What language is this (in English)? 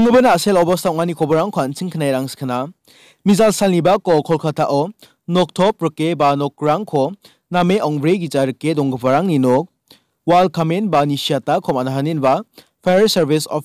Garo